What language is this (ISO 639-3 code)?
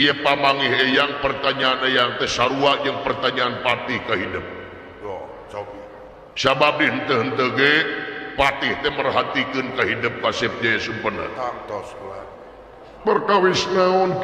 sun